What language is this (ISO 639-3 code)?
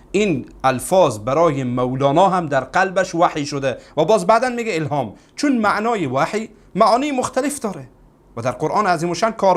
fas